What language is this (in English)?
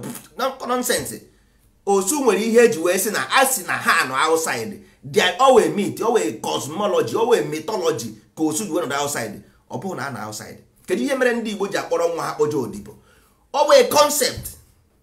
Igbo